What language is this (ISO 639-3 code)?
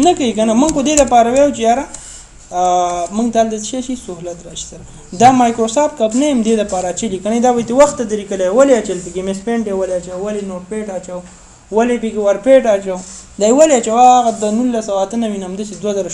pus